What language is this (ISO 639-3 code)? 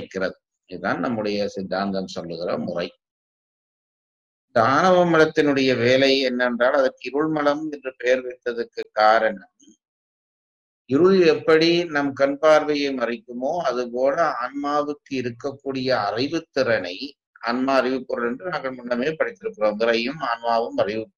tam